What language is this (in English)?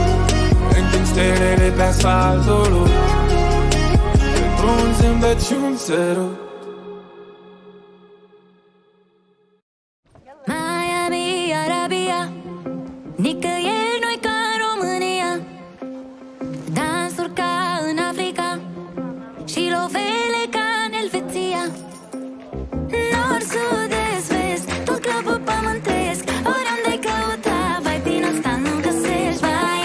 Romanian